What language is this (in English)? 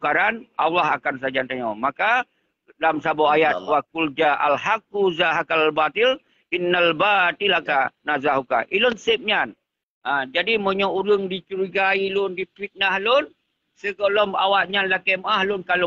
Achinese